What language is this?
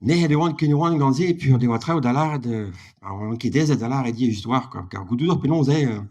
Breton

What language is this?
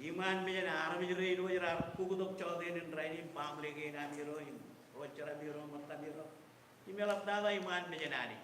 Marshallese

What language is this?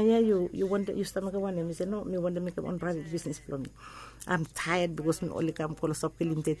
Bislama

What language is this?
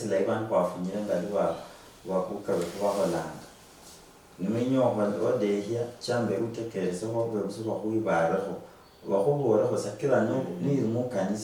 Luyia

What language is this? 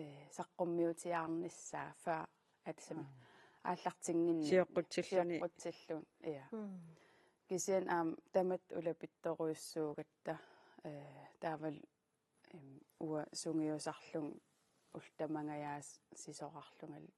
Kalaallisut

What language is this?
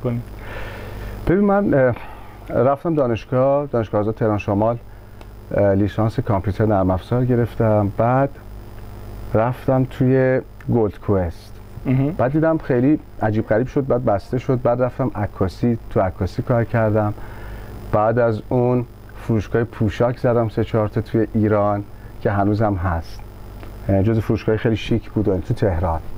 Persian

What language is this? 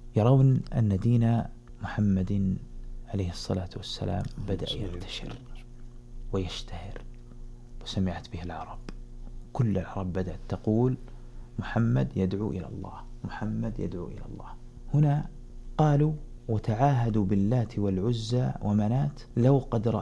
Arabic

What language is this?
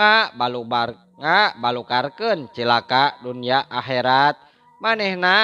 Sundanese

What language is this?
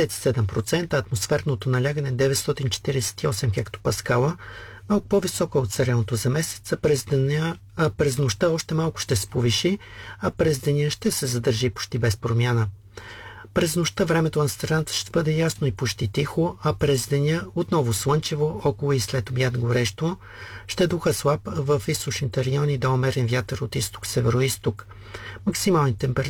Bulgarian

